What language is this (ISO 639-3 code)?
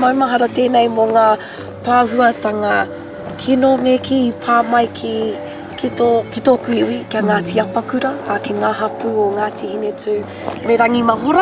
mri